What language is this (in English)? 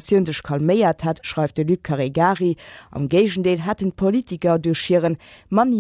Luxembourgish